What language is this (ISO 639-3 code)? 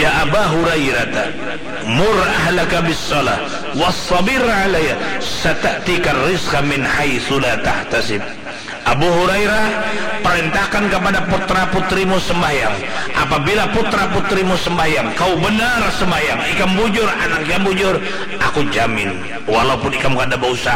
bjn